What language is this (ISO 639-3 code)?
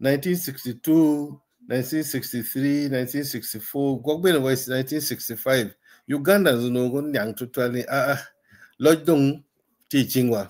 ach